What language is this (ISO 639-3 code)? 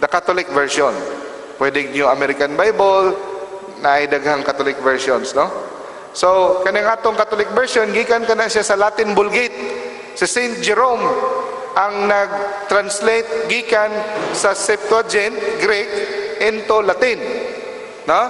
ceb